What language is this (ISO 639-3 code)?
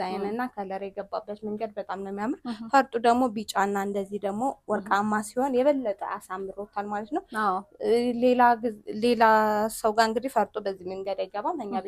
amh